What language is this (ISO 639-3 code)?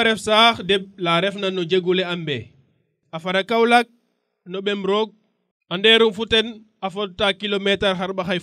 srr